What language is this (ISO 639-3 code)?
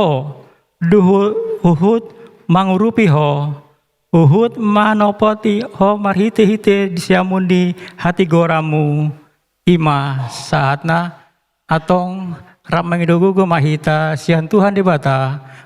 bbc